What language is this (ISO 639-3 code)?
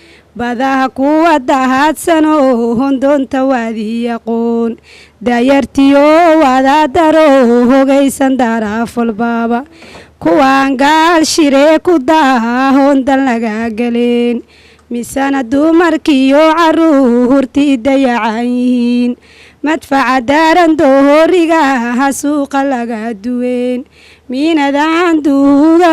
som